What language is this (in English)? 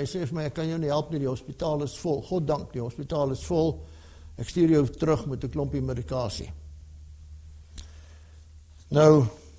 Afrikaans